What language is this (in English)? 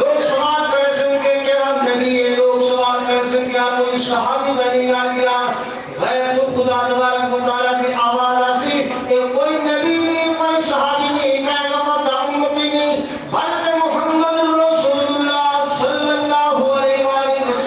Saraiki